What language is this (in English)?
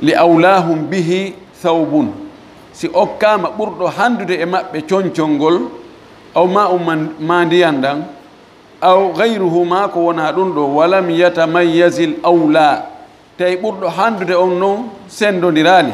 Fula